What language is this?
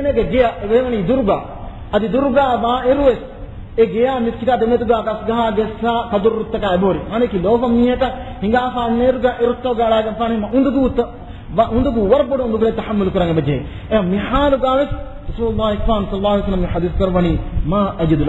Divehi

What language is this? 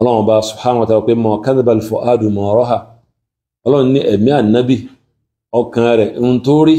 Yoruba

